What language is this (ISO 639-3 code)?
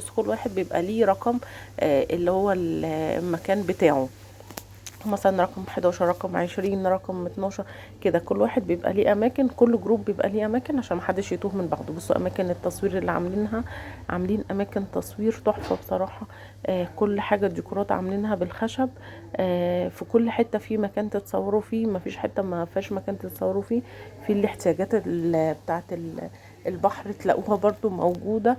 arz